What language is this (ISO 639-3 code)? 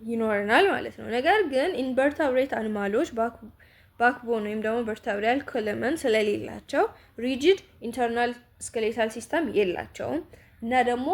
amh